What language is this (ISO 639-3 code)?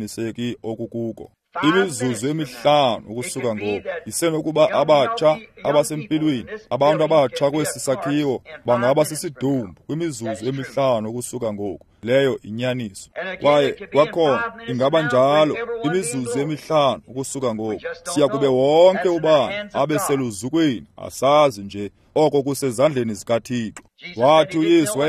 xho